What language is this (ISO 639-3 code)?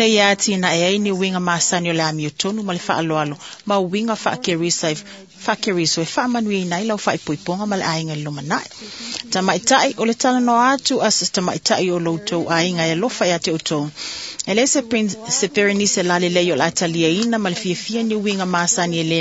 smo